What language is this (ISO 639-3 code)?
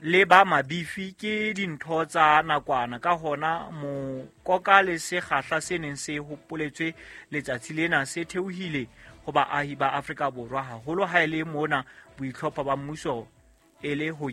sot